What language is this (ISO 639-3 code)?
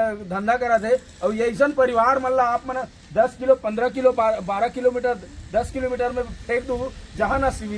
hne